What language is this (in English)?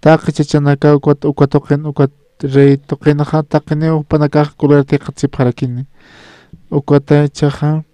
Aymara